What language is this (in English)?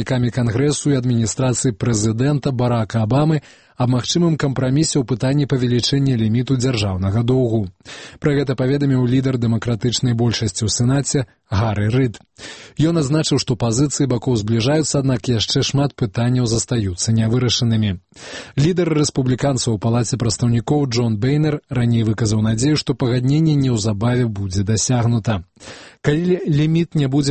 Belarusian